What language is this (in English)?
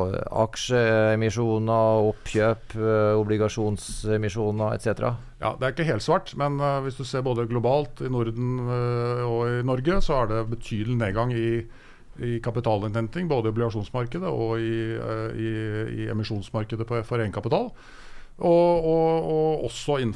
Norwegian